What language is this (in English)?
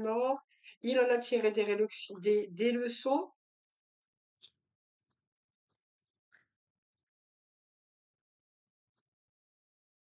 French